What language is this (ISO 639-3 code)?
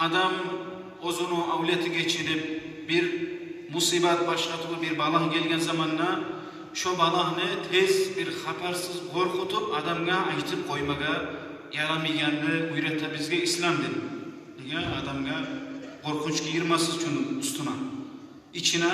kum